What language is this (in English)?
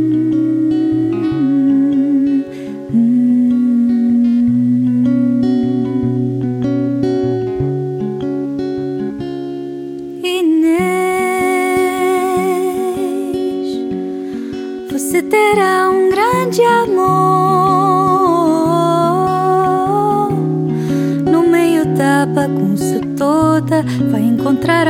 Portuguese